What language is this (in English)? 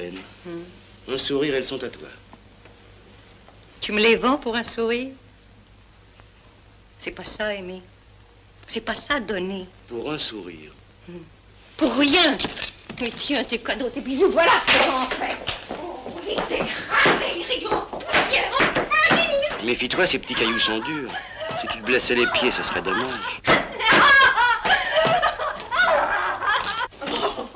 French